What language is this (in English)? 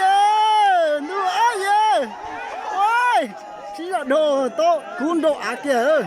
Hmong